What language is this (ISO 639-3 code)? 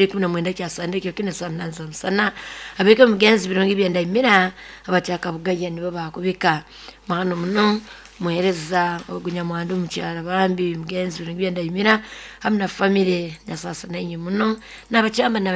nyo